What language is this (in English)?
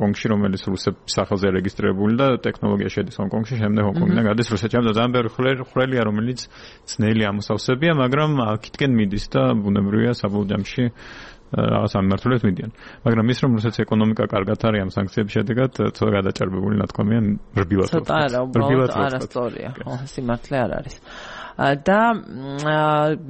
Georgian